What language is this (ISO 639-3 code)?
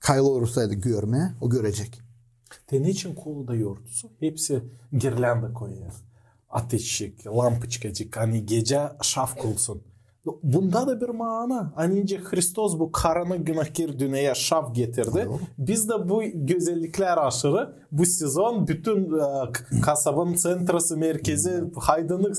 gag